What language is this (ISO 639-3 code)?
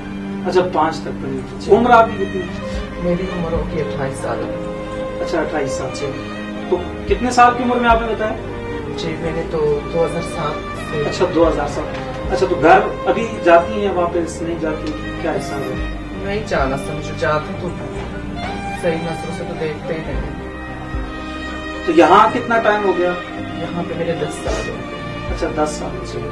urd